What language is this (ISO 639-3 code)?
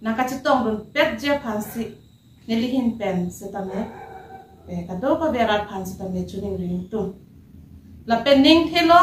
mjw